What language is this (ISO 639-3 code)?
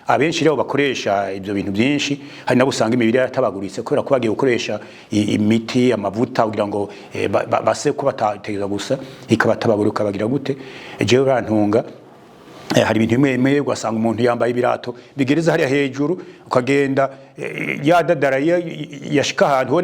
run